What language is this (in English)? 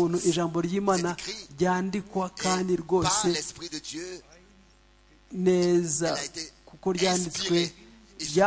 Kinyarwanda